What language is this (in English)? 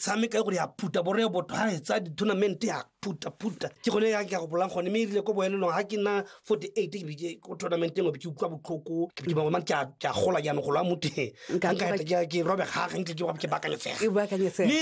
Tswana